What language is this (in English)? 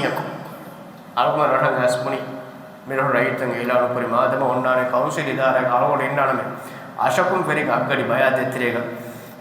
Divehi